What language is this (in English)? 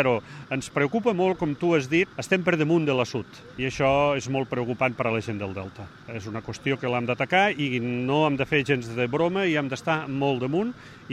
Catalan